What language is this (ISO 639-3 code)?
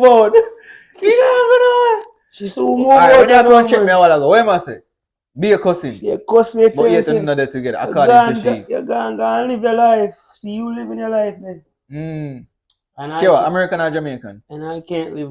jam